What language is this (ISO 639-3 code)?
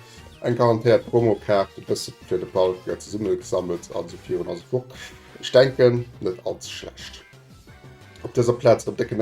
ltz